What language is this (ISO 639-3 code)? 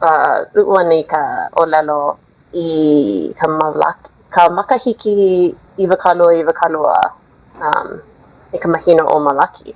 haw